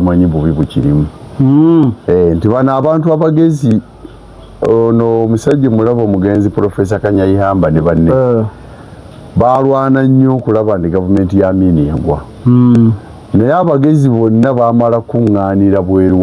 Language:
Ganda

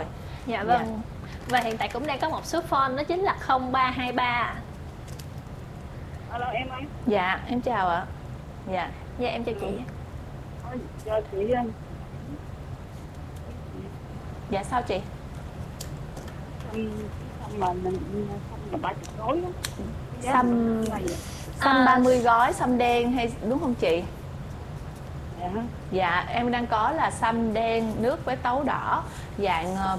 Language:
Vietnamese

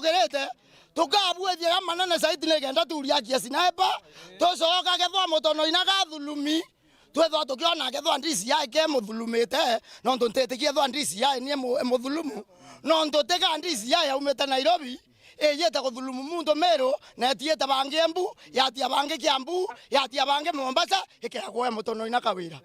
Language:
Meru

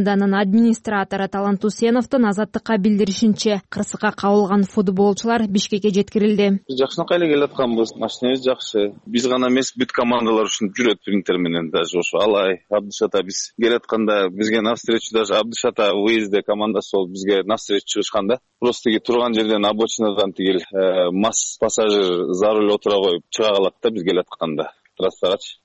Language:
Kyrgyz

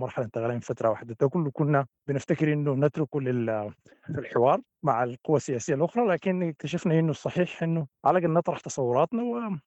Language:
Sudanese Arabic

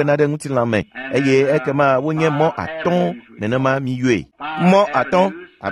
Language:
Ewe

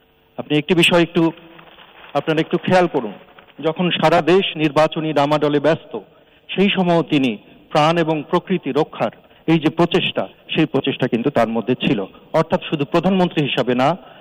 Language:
Bangla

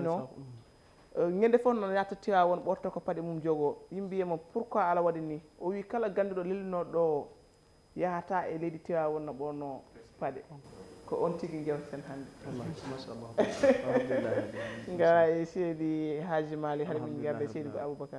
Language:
Fula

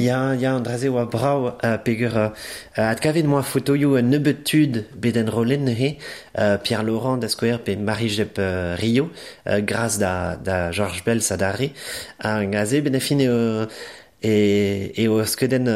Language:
Breton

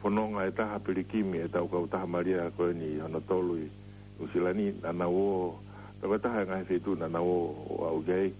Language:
Tongan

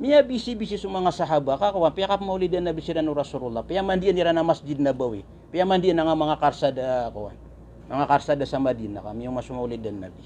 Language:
Maranao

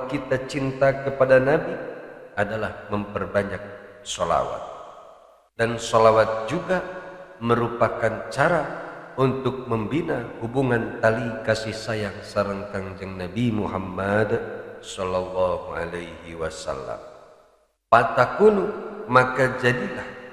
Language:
Sundanese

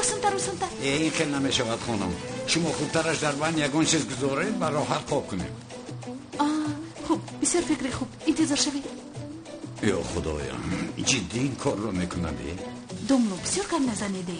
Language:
Tajik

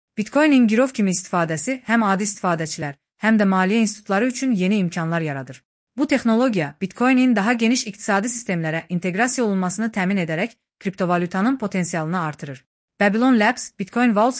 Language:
Azerbaijani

